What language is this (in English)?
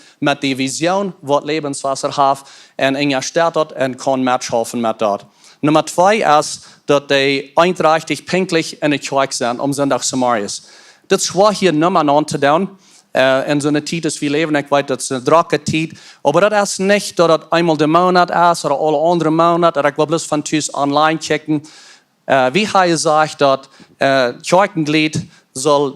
Plautdietsch